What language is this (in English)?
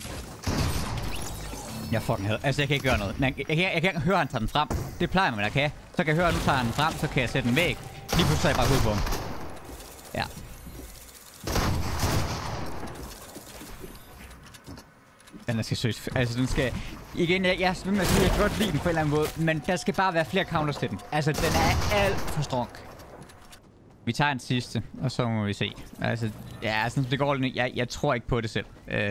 Danish